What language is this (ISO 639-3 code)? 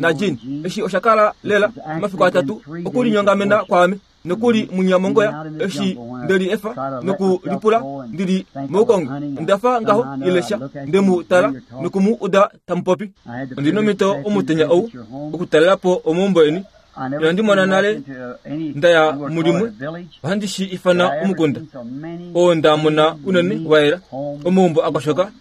kua